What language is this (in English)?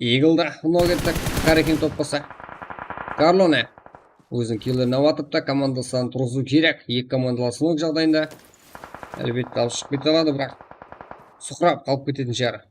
Kara-Kalpak